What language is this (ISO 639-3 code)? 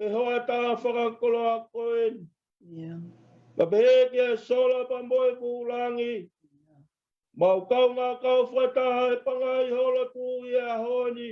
ton